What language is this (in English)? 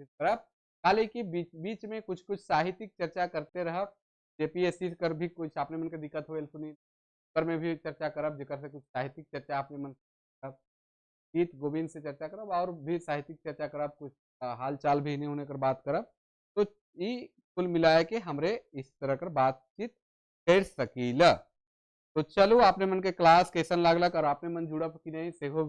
Sadri